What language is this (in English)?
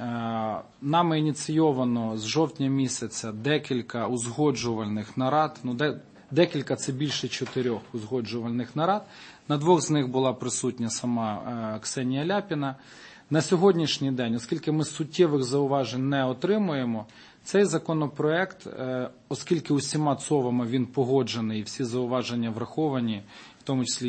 Ukrainian